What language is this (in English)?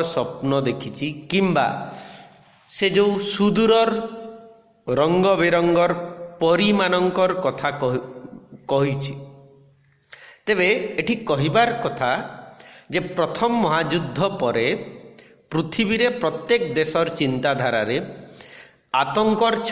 Odia